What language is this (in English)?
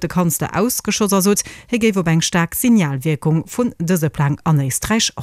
Luxembourgish